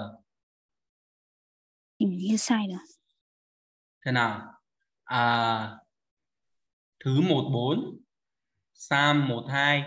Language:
Vietnamese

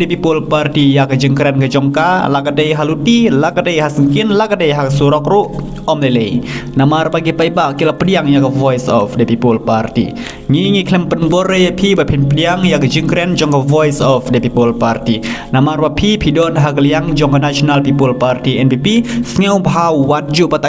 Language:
Khasi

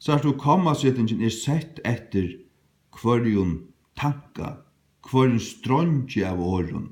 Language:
Faroese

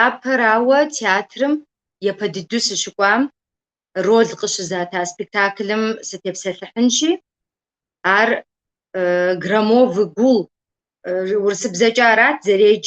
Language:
Kabardian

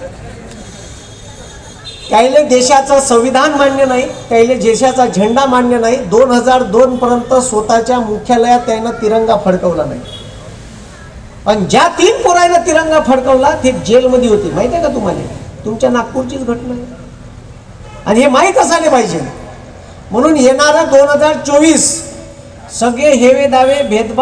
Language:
Marathi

